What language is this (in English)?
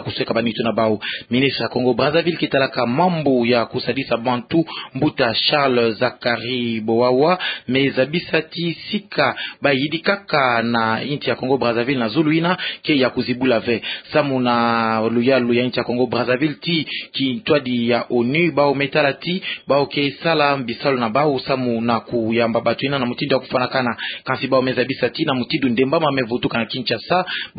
Kituba (Democratic Republic of Congo)